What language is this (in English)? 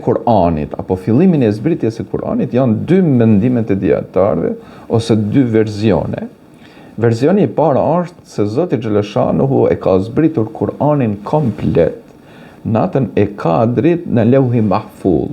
Albanian